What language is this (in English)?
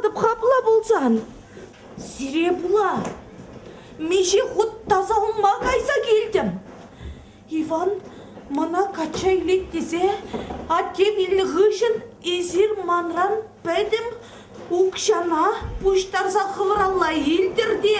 Chuvash